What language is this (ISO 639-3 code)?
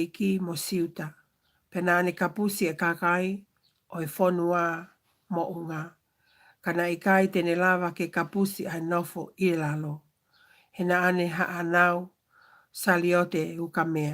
ton